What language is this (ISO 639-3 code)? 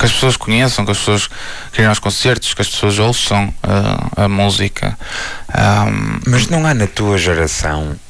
por